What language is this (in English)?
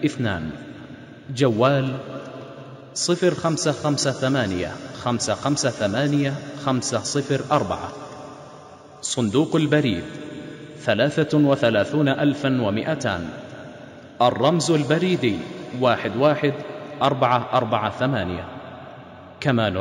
Arabic